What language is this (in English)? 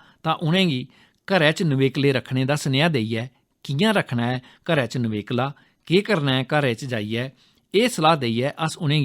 Dogri